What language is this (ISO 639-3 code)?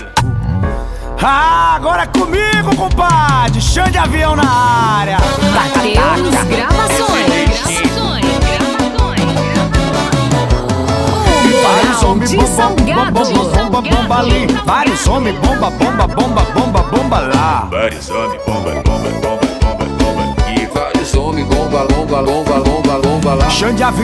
por